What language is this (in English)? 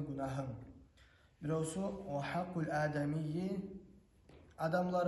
Kumyk